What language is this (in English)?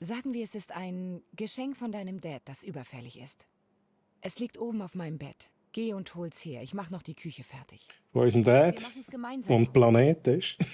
Swiss German